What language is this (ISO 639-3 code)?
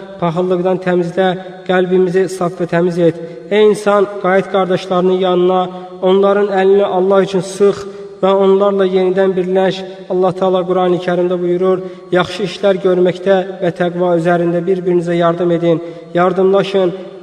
aze